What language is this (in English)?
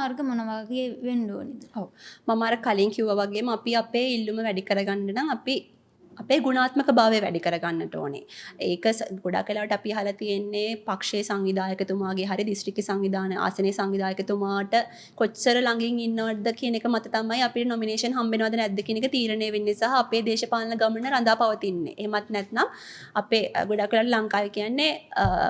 Sinhala